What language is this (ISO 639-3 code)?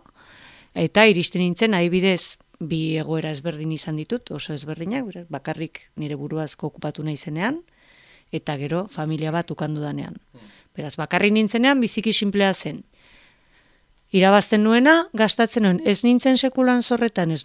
eus